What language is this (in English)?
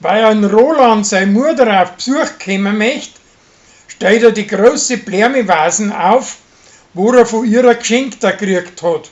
Bavarian